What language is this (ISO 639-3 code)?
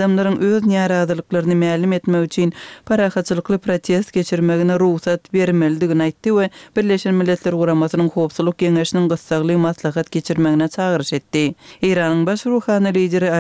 tuk